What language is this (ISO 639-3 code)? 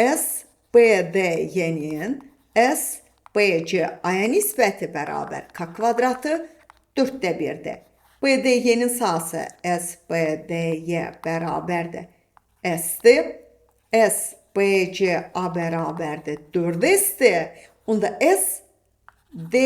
aze